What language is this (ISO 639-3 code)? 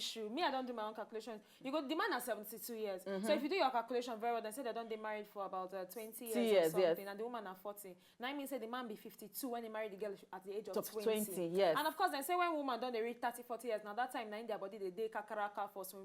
pcm